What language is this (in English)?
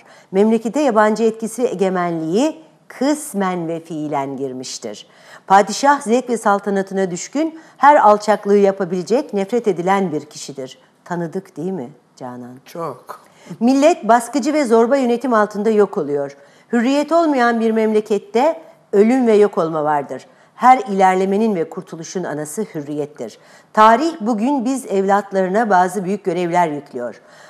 Turkish